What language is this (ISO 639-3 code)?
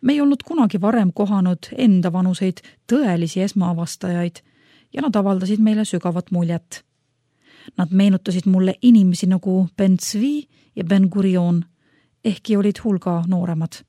est